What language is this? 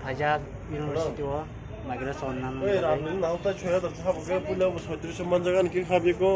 Kok Borok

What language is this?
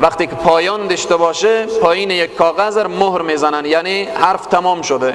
Persian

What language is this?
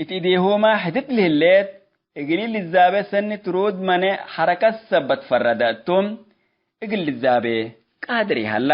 Tigre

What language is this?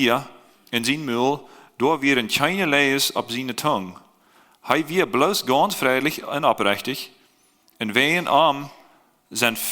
Plautdietsch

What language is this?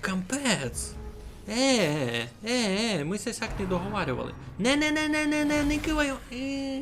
Rusyn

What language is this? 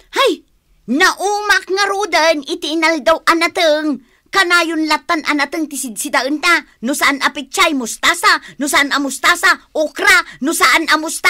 Iloko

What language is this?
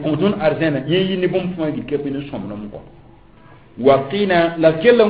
Mossi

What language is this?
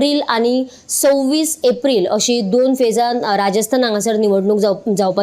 Konkani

